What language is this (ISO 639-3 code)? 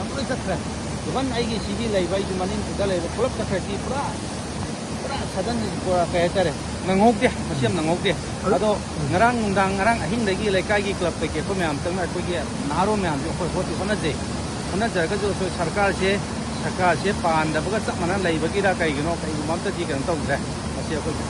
mni